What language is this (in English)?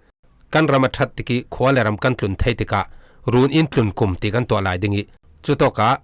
Falam Chin